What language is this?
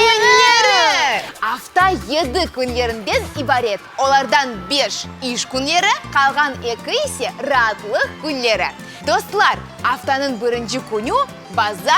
Crimean Tatar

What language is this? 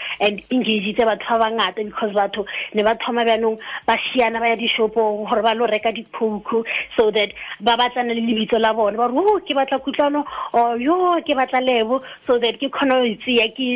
Tswana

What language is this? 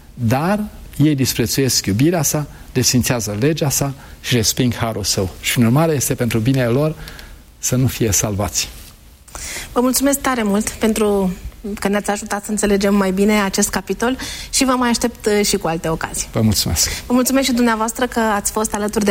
Romanian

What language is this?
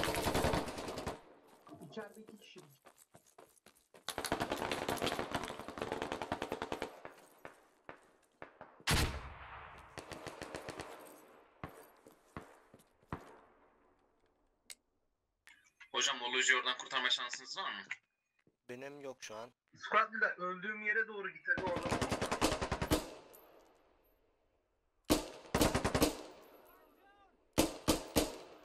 Turkish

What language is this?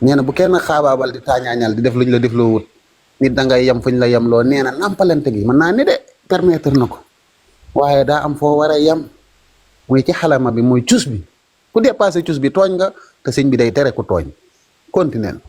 Wolof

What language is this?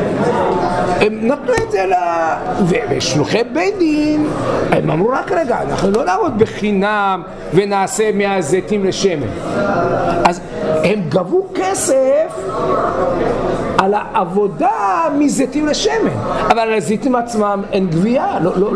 Hebrew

